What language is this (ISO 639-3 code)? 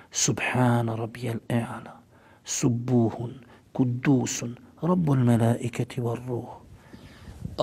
bos